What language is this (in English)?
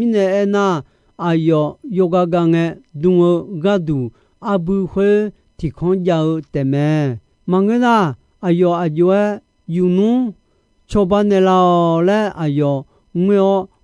Akha